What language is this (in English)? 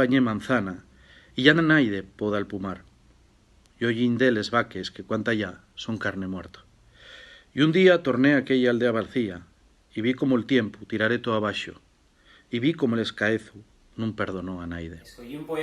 Asturian